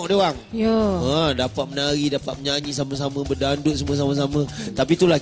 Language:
Malay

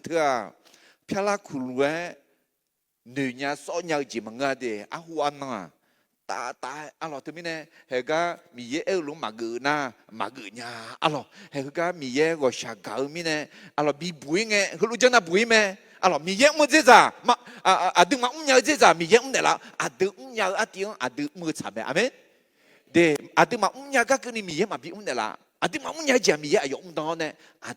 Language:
Akha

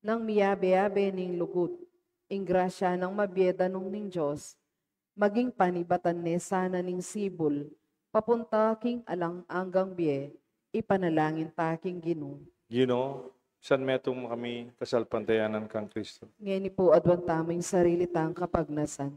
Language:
Pampanga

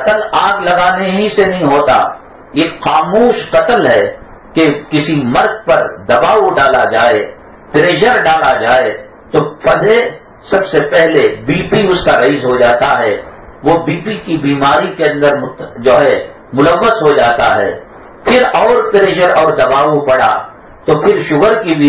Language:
Urdu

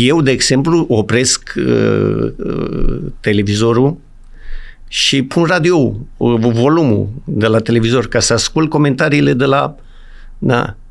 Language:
Romanian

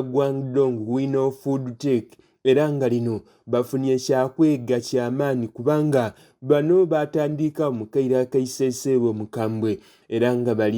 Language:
Soga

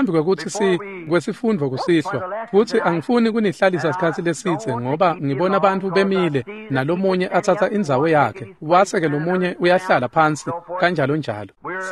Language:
Swati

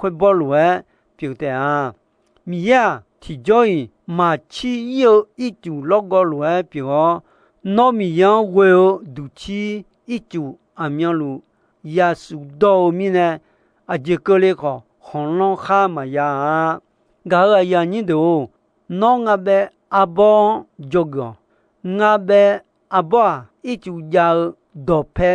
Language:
Akha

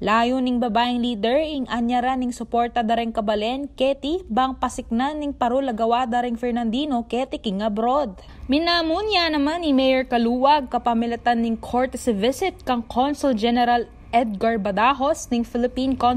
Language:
Pampanga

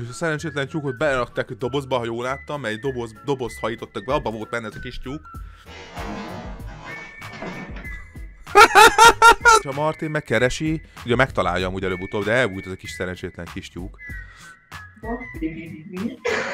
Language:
Hungarian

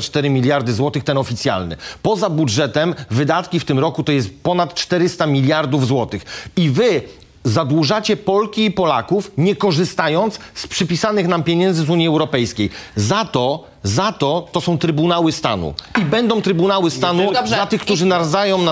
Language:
Polish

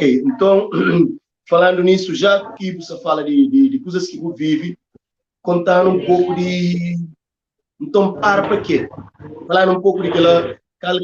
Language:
Kabuverdianu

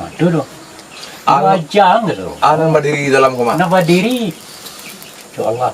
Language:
Minangkabau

